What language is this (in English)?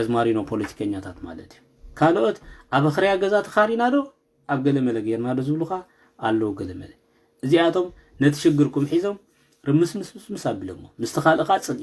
Tigrinya